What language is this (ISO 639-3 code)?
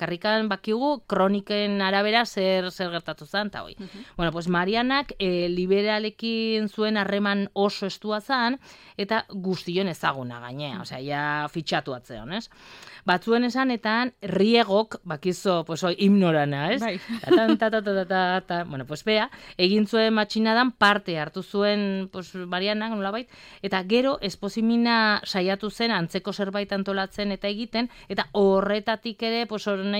eus